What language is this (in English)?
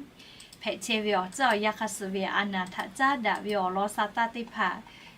Lahu